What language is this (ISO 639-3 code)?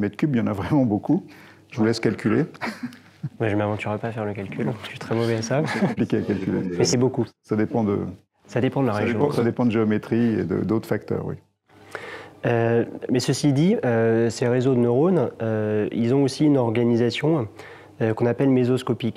fra